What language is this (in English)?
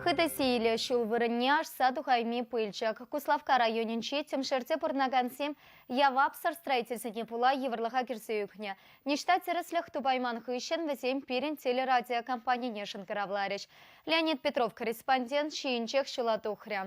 Chuvash